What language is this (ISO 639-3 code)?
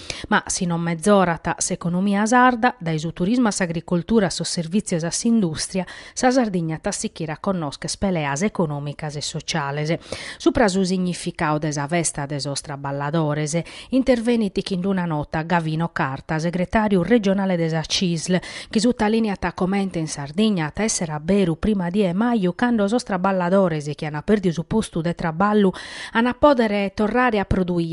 srd